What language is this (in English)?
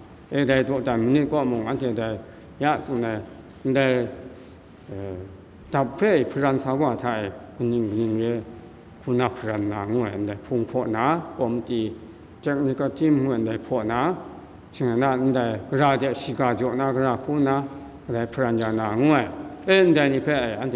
Kachin